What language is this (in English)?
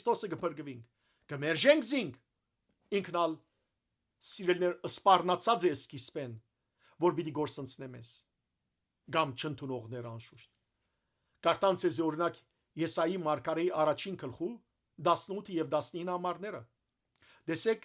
Western Armenian